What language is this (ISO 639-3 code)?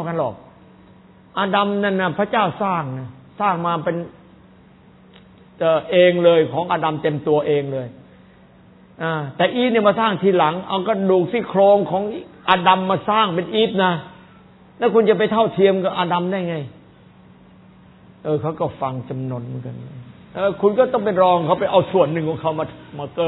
tha